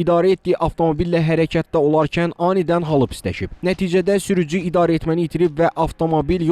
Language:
Azerbaijani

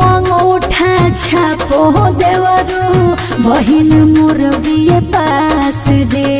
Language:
Magahi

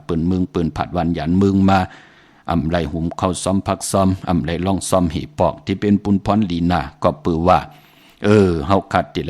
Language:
Shan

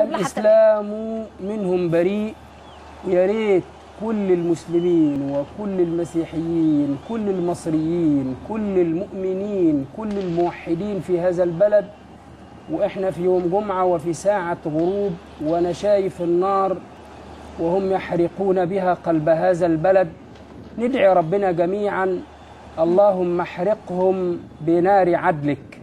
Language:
Egyptian Arabic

